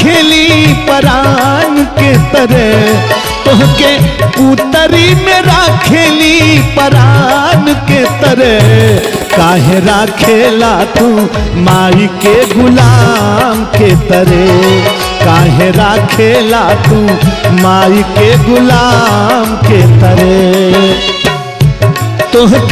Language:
Bhojpuri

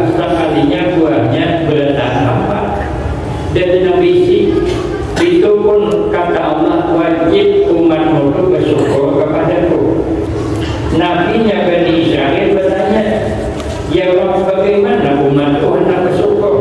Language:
Banjar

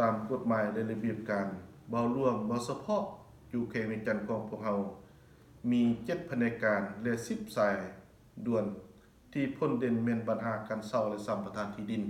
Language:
Lao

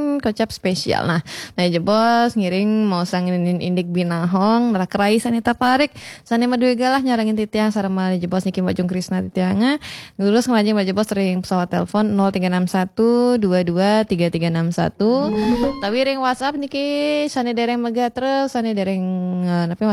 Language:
Balinese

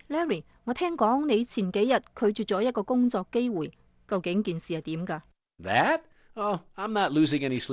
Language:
Cantonese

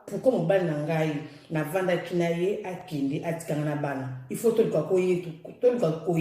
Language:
Lingala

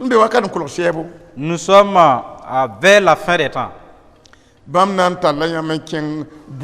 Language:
Mossi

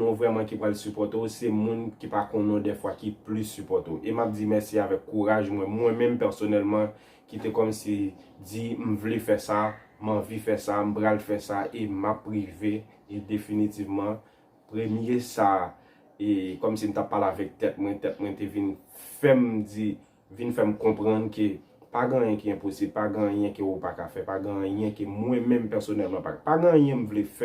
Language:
Haitian Creole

